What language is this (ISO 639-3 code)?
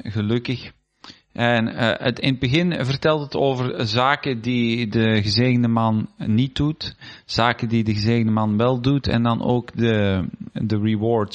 nld